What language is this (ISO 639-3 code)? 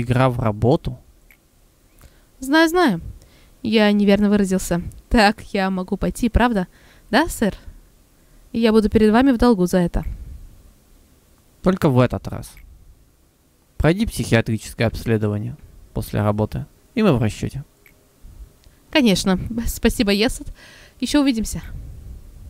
rus